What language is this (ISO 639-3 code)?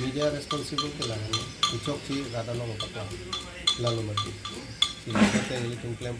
mjw